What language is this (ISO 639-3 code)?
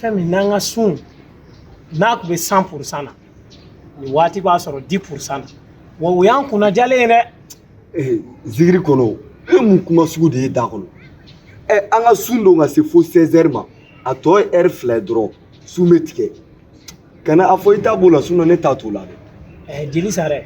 bam